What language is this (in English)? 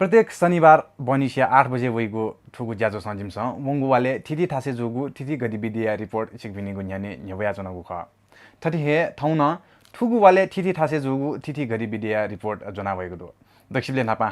Newari